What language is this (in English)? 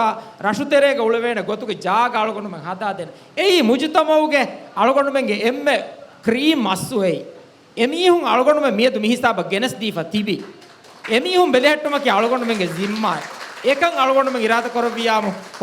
Divehi